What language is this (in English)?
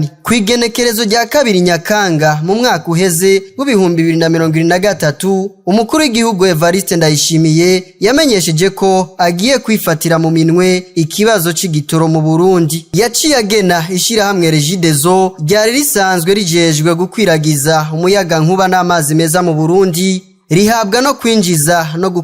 Rundi